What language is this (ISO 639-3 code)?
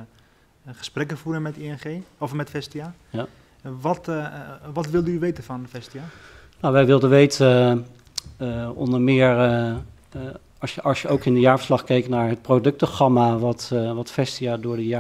nld